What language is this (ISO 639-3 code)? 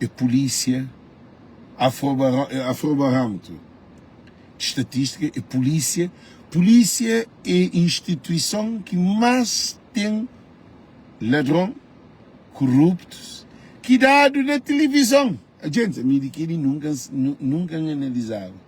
kea